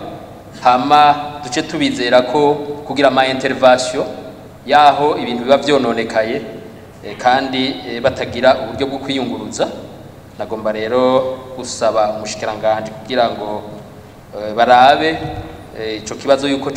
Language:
Rundi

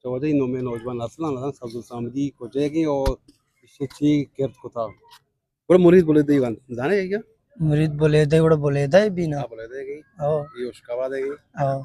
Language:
Eastern Balochi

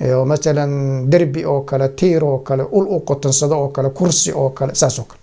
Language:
Somali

